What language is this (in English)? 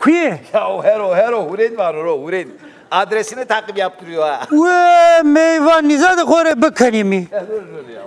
Zaza